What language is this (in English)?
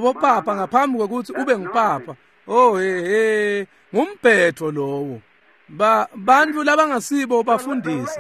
Swati